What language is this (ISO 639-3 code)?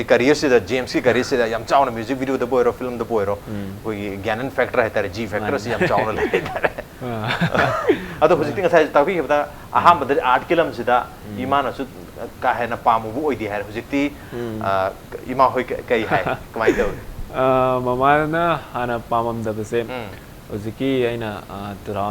mni